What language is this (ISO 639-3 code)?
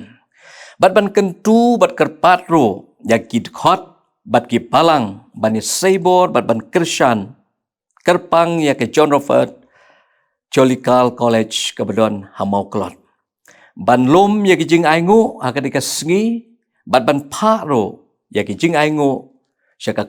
kha